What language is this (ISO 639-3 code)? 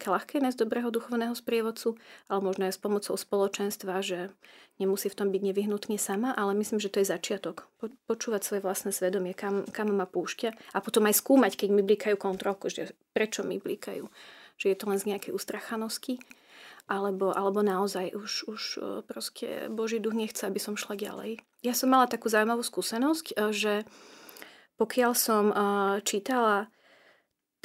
slk